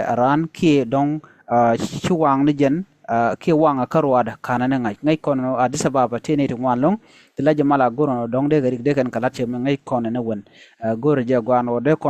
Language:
Nuer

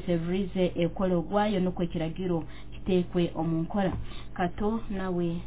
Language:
Nyoro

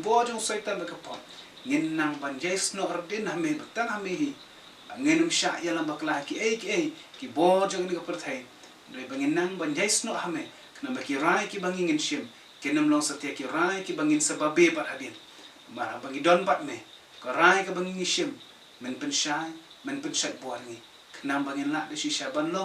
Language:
Khasi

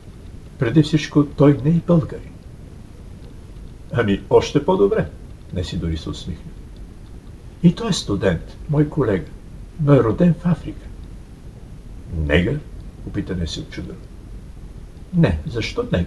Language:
Bulgarian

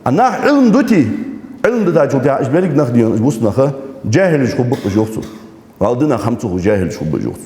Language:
Ingush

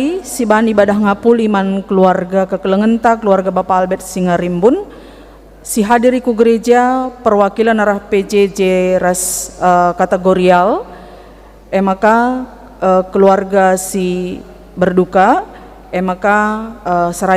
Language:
Batak Karo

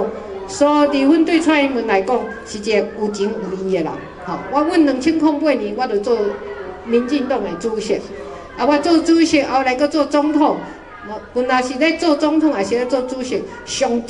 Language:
Min Nan Chinese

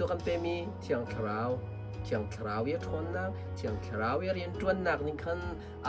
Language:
Hakha Chin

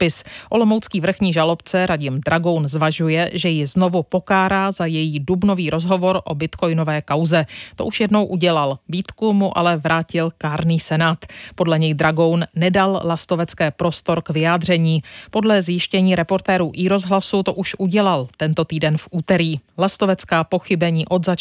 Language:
Czech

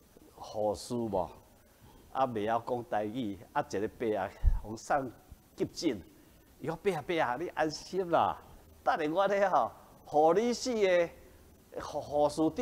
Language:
Min Nan Chinese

